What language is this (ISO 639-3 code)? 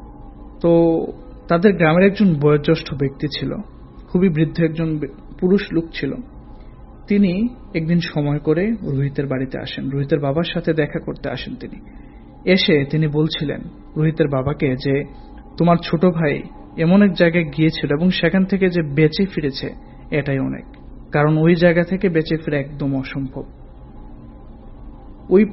ben